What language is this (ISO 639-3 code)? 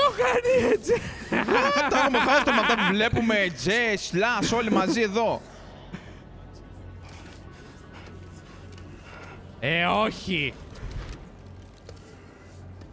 ell